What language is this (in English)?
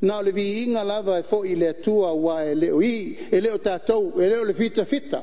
Samoan